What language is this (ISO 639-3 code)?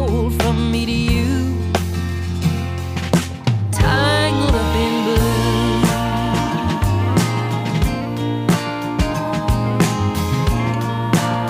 eng